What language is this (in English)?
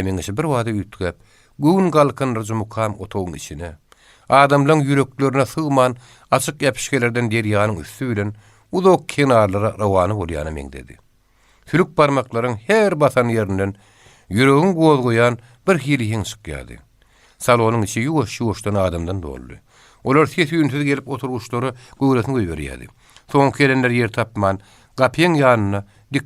Turkmen